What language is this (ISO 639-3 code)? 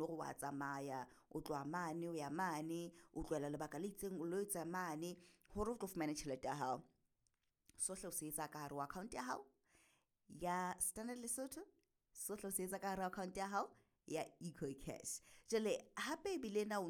sot